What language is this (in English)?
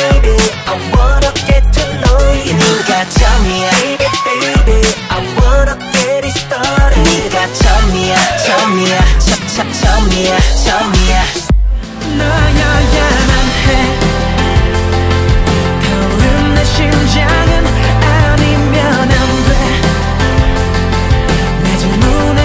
Korean